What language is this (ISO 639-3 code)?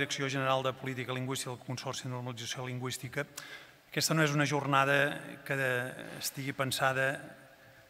cat